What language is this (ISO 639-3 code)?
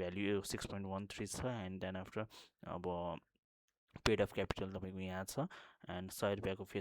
nep